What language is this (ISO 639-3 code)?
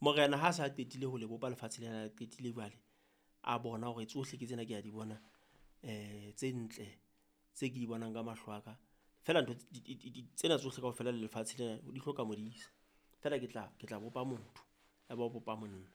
sot